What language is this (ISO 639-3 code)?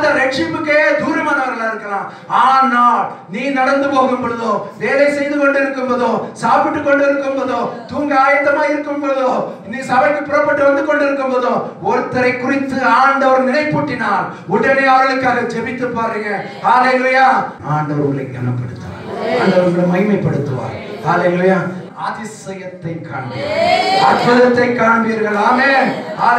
tam